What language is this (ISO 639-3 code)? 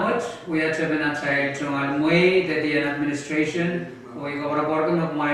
pon